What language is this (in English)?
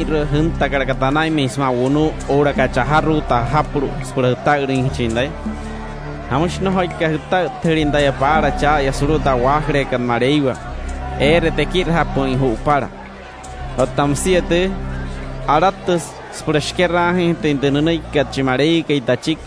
Wayuu